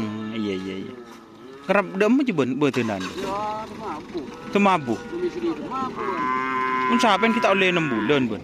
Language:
Madurese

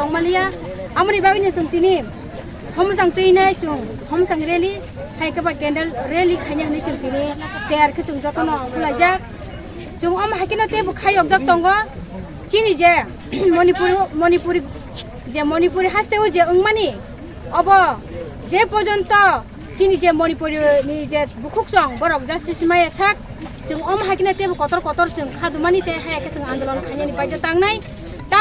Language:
Kok Borok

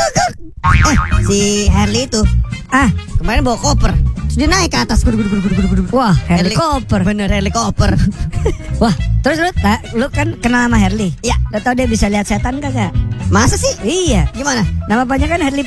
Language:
Indonesian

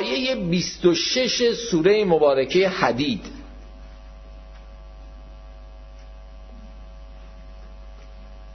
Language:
Persian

